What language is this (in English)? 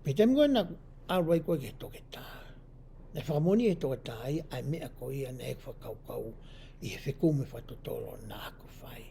Tongan